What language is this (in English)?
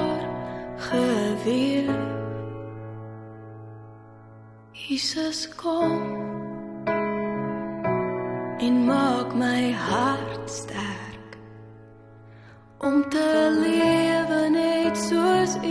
Afrikaans